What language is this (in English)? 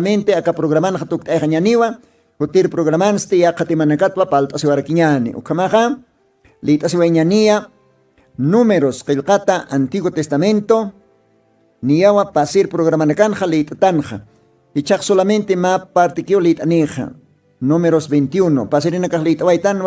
Aymara